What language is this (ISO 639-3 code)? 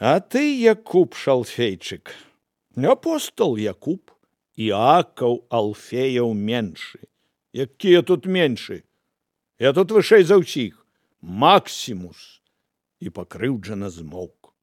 bel